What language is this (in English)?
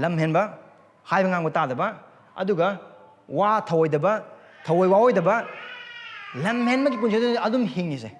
Manipuri